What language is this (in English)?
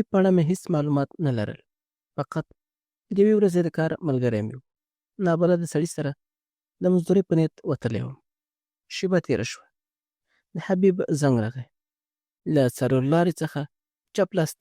Pashto